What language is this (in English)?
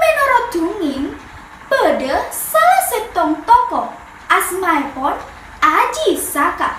Madurese